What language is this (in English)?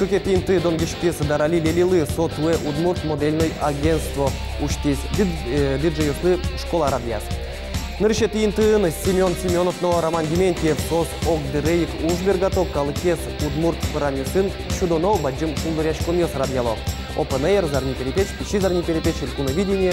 Udmurt